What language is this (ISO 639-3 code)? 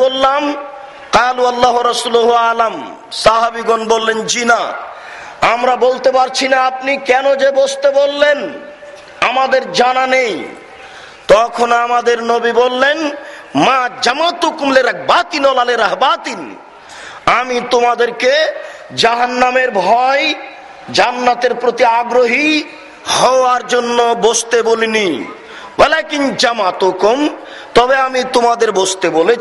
ben